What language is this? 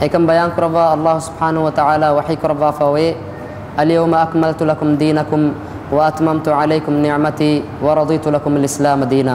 Divehi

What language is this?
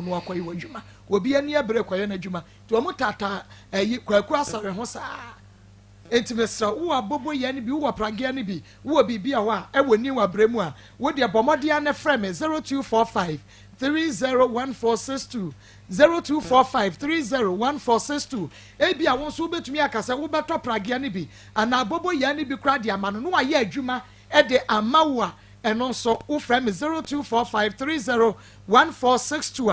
Akan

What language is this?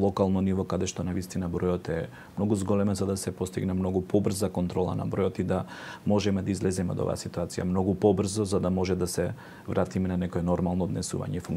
Macedonian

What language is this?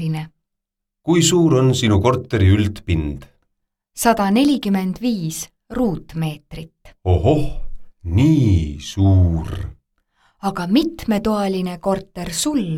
Estonian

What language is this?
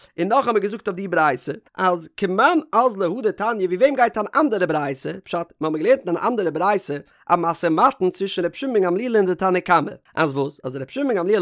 Yiddish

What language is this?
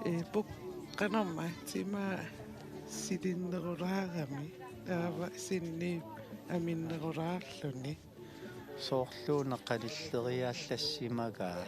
Kalaallisut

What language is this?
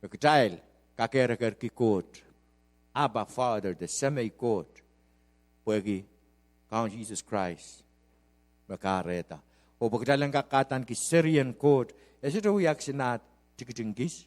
Pohnpeian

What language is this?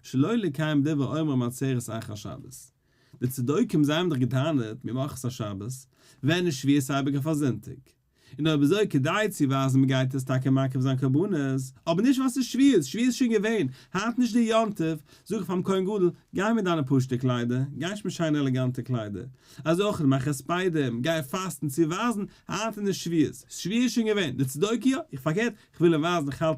Yiddish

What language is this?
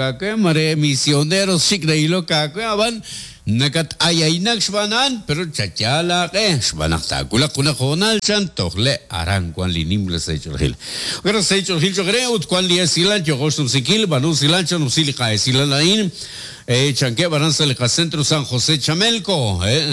Kekchí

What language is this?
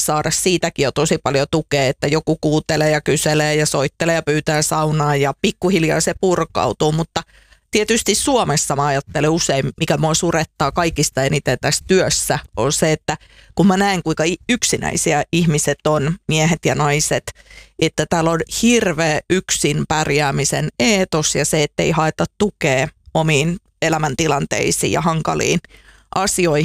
Finnish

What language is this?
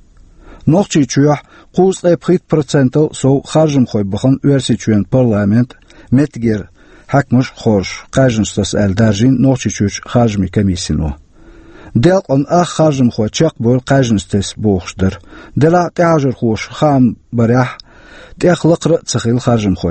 Chechen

